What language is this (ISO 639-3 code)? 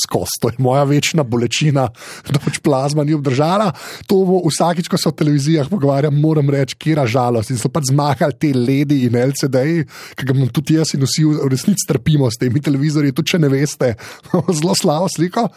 slv